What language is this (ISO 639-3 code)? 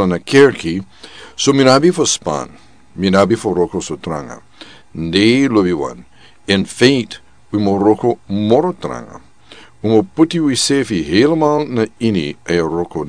srn